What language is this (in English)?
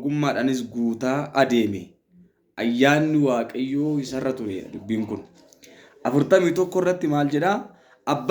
Oromo